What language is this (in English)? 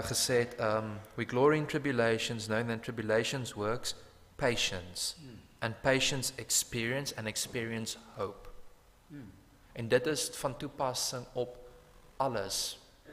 Afrikaans